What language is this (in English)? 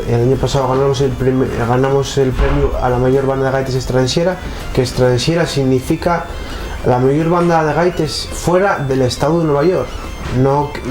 Asturian